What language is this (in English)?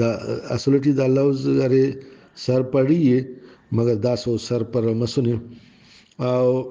Brahui